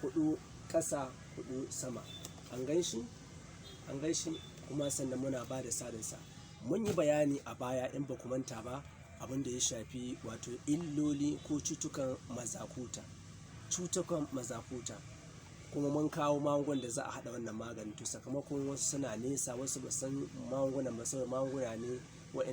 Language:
Hausa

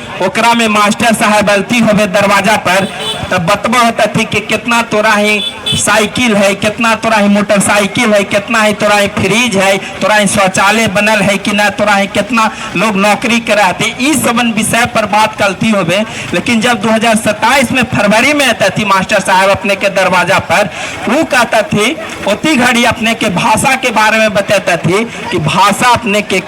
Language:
Magahi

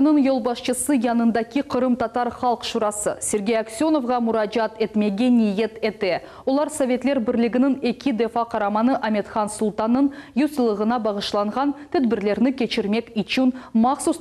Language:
Crimean Tatar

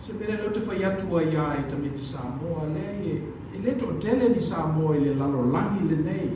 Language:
Samoan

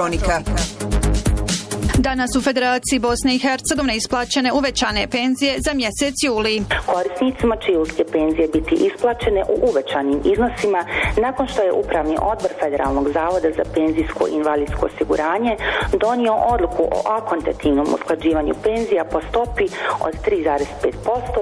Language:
Bosnian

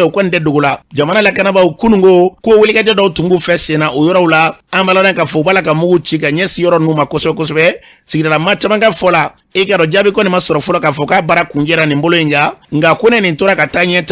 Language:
Bambara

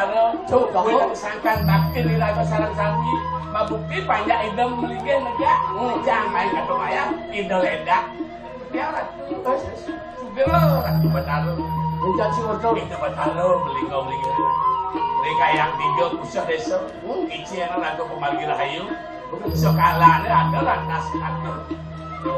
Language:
Balinese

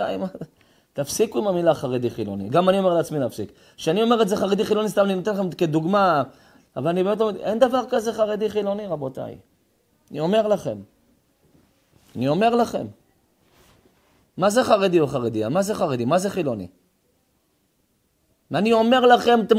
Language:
Hebrew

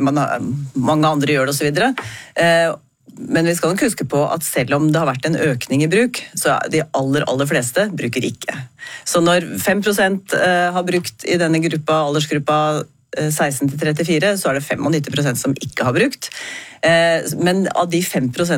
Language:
Norwegian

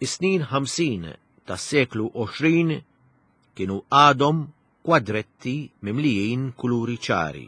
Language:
Maltese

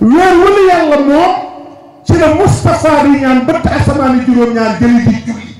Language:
Wolof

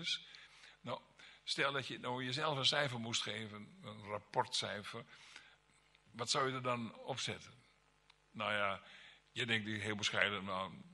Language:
Dutch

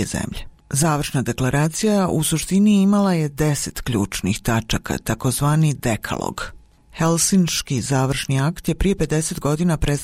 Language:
Bosnian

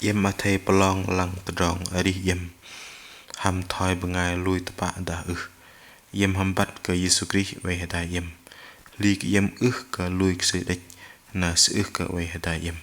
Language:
Bahnar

